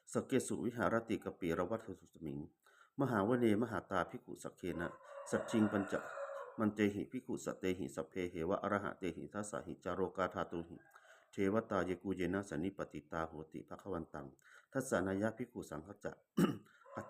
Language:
Pali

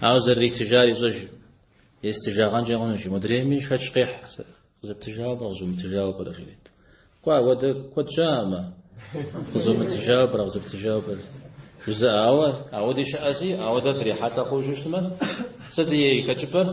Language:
Kabardian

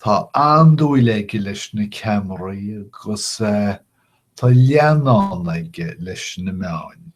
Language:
Irish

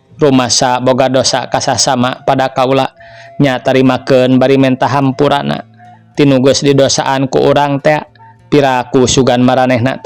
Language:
Sundanese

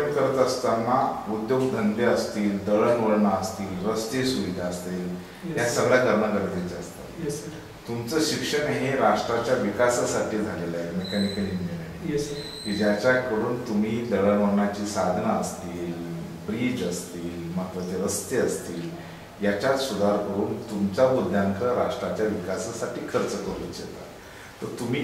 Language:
Marathi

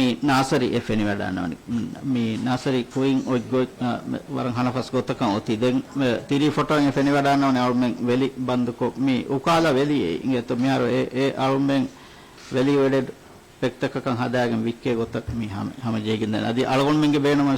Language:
Divehi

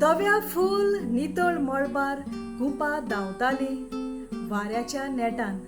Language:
Konkani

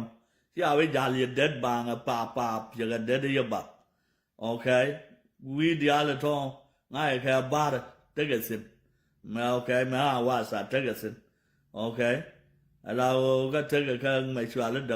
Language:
Nuer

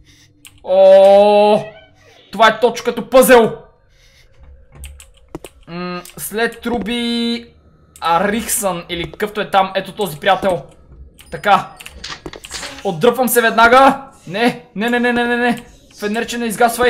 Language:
Bulgarian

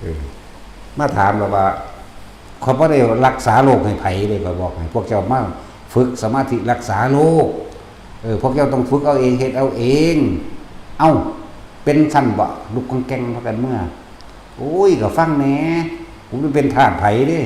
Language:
Northeastern Thai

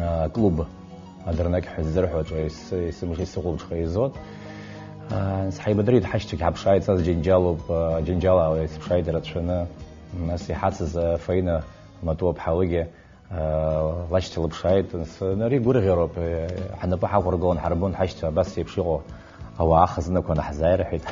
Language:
Abkhazian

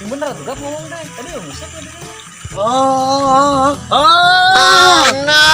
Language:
Sundanese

